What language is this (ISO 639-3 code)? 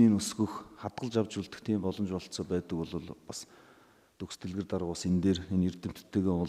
mon